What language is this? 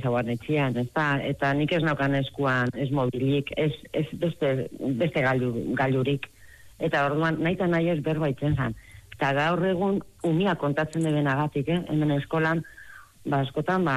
Basque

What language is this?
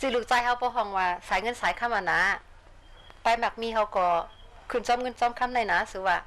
Shan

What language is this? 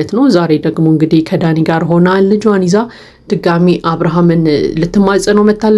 Amharic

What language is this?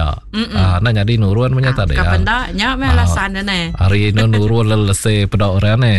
Iban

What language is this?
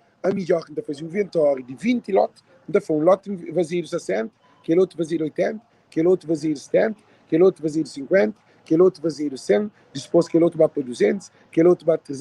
Kabuverdianu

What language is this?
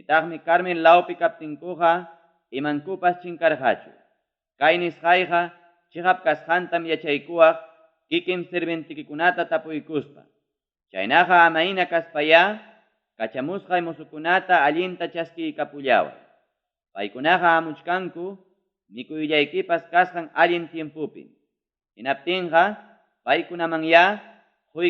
Ayacucho Quechua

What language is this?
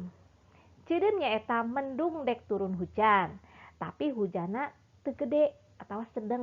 Sundanese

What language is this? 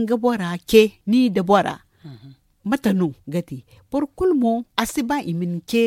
Zarma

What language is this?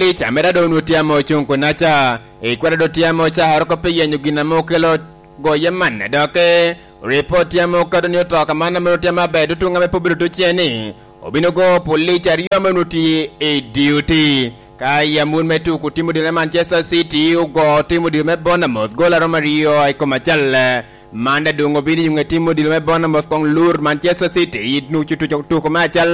Lango (Uganda)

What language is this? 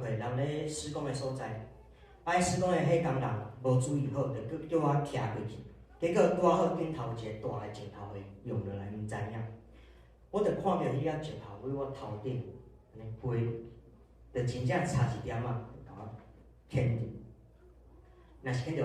Min Nan Chinese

